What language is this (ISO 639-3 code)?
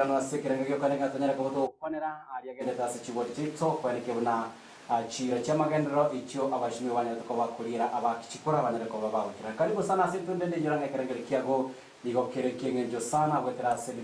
guz